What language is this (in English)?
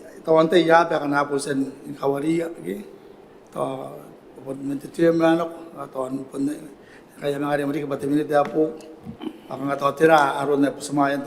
Gilbertese